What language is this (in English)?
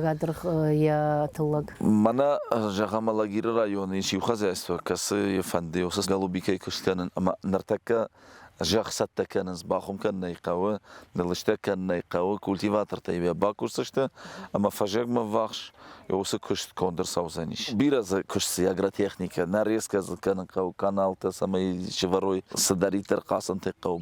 Ossetic